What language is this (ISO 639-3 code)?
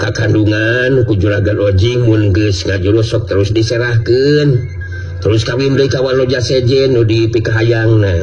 sun